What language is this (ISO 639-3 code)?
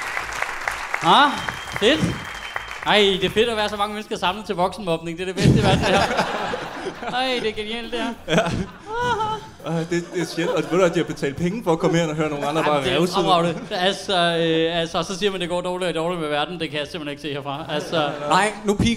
dan